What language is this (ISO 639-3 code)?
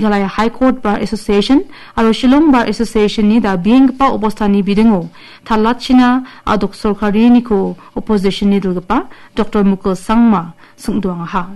grt